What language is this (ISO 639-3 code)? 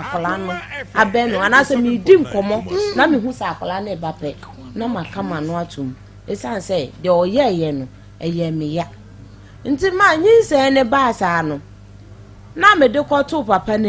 aka